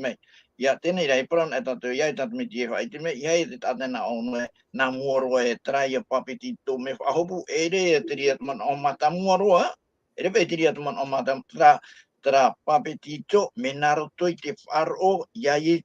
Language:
Tahitian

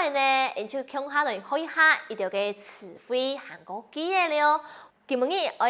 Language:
Hakka Chinese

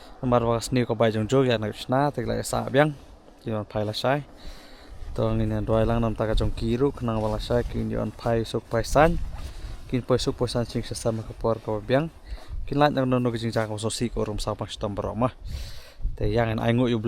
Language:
Khasi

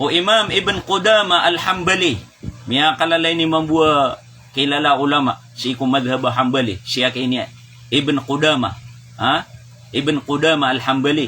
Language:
Maranao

